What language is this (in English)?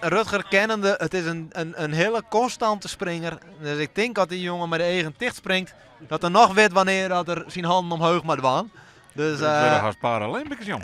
Western Frisian